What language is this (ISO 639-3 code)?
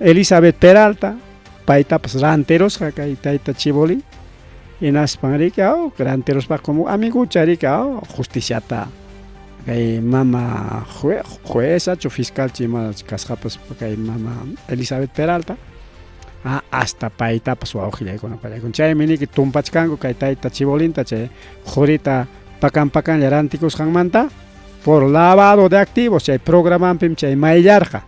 quy